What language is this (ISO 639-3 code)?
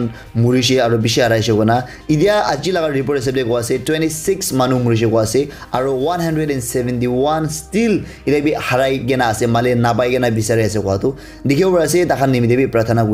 nag